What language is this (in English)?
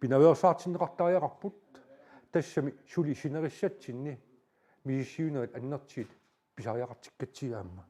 Kalaallisut